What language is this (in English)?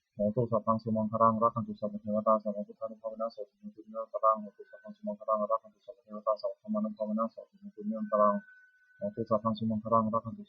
Pali